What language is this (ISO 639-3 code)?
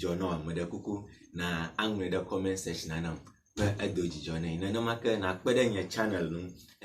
ewe